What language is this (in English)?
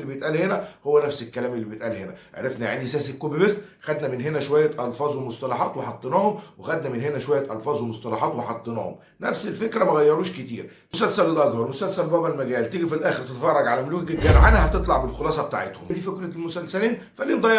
Egyptian Arabic